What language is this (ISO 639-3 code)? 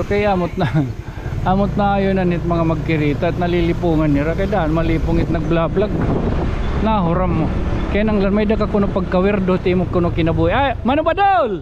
war